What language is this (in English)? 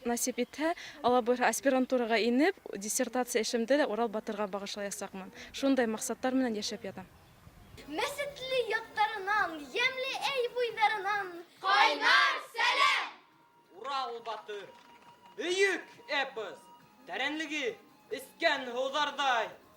Bashkir